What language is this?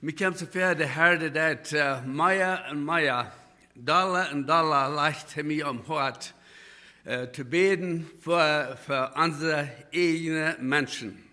Plautdietsch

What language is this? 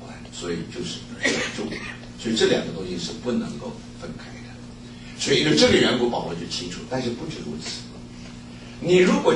Chinese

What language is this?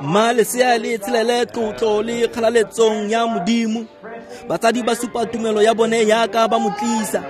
Tswana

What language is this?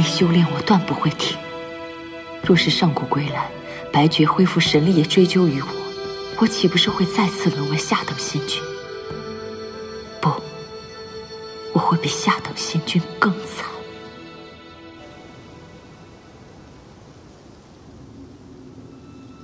Chinese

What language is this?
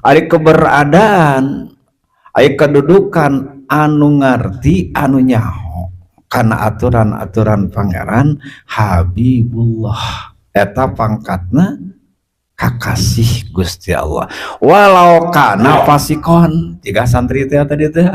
Sundanese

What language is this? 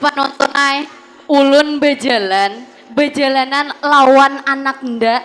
Banjar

